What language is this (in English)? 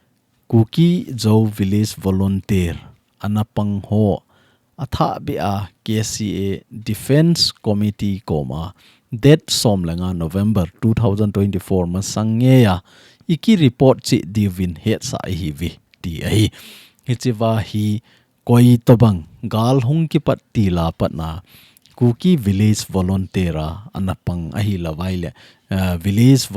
Thado Chin